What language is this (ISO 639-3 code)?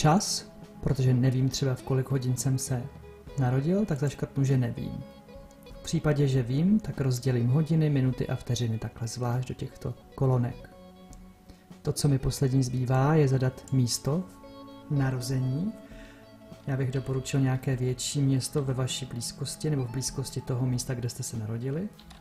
ces